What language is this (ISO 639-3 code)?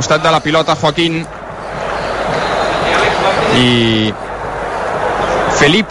cat